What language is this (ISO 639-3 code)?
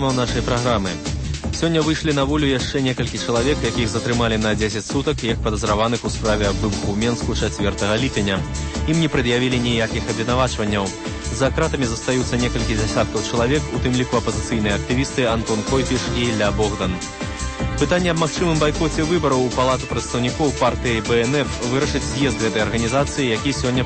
bel